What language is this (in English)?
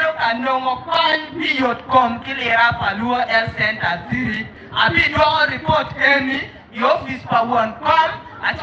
Acoli